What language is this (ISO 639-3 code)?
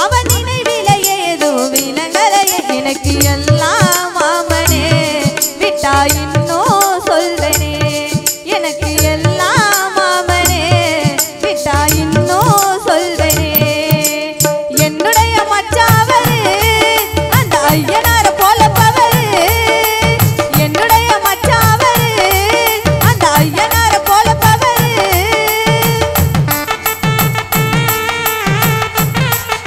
tam